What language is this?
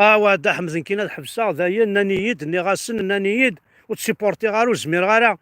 Kabyle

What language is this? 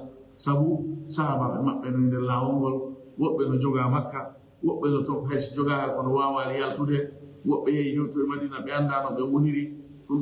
Fula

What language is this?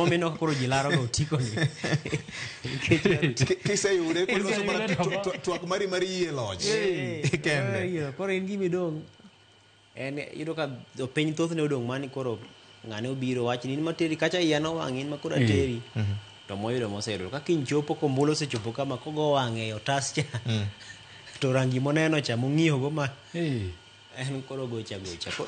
Luo (Kenya and Tanzania)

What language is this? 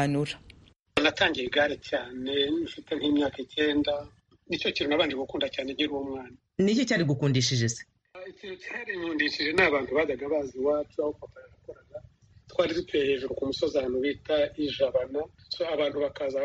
Kinyarwanda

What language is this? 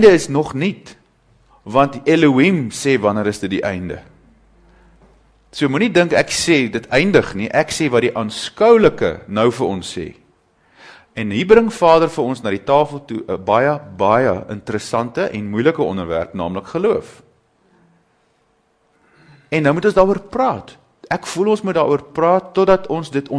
Afrikaans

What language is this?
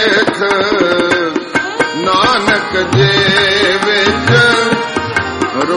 Punjabi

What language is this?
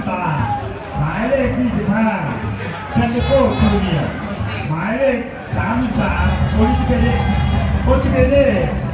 Thai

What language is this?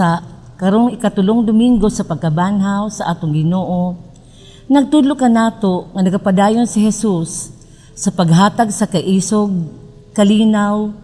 Cebuano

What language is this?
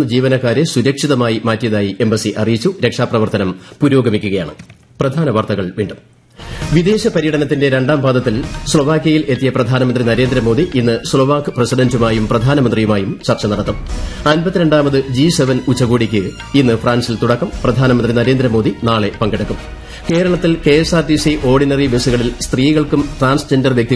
Malayalam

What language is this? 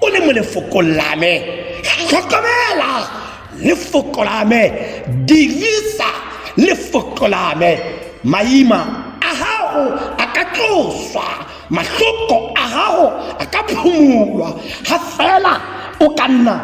Tswana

